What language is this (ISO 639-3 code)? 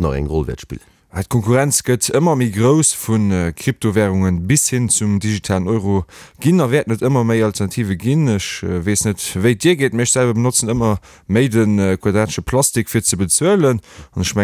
ltz